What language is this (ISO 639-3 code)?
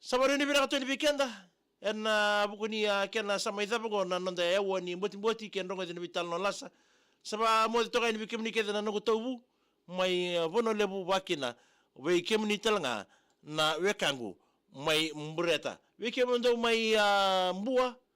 fij